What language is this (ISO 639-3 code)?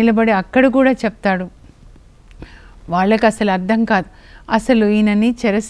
tel